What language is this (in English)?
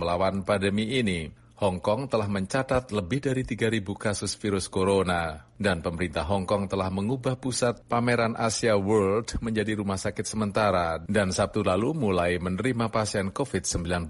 Indonesian